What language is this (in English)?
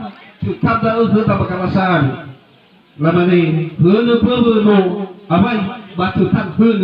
Nias